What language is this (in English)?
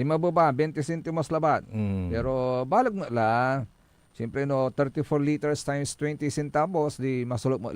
Pangasinan